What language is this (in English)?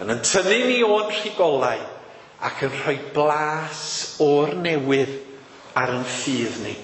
Welsh